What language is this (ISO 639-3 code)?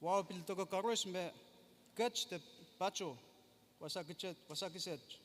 pon